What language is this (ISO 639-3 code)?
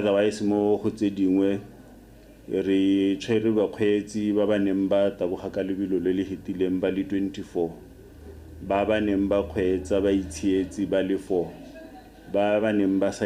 tsn